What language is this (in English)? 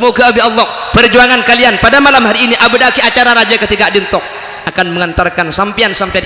Madurese